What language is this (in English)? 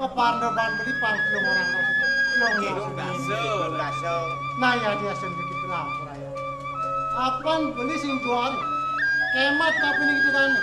Balinese